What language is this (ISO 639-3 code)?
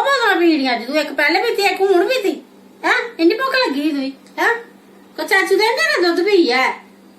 doi